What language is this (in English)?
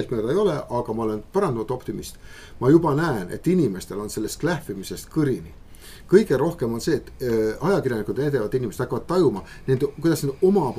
Estonian